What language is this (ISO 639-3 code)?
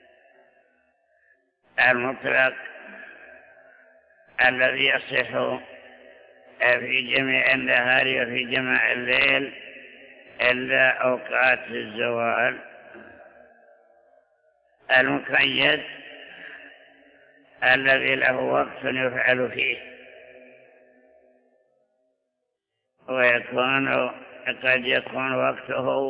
ara